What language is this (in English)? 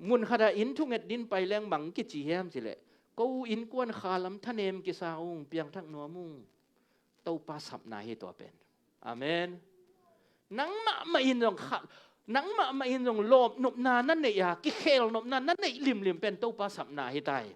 Tedim Chin